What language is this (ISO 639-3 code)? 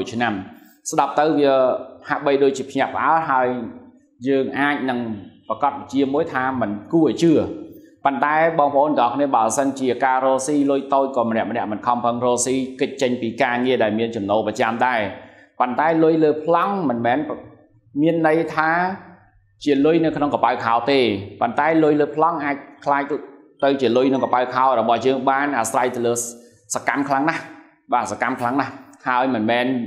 khm